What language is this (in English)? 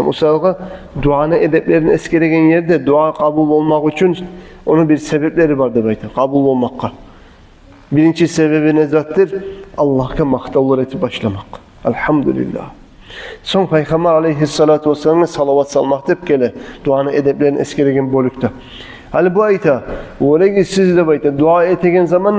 Kumyk